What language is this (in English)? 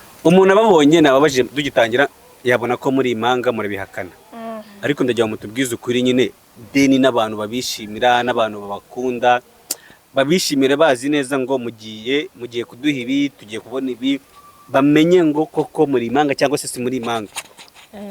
Kinyarwanda